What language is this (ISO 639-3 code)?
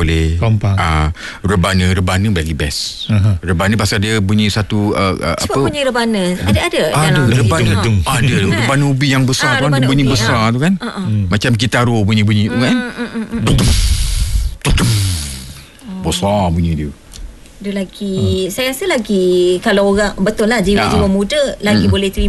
msa